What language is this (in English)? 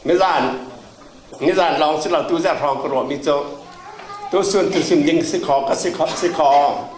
Falam Chin